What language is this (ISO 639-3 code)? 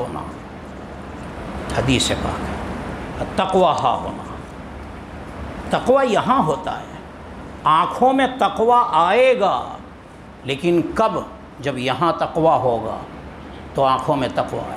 urd